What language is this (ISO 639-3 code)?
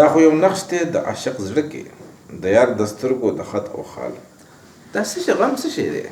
pus